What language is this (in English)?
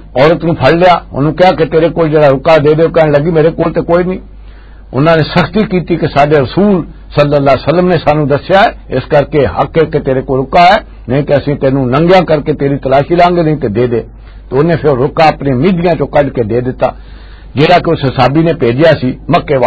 Western Panjabi